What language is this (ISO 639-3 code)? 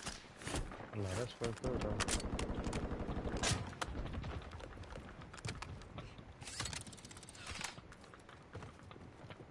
eng